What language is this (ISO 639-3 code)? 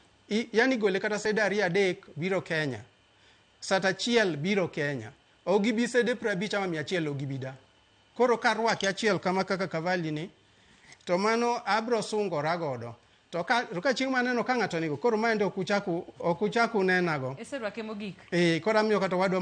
luo